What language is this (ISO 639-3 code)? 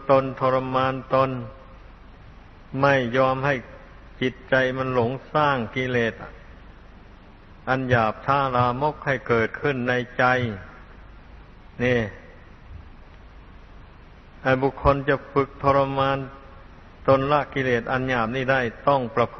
tha